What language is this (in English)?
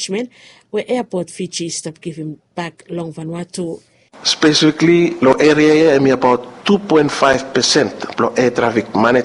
Bislama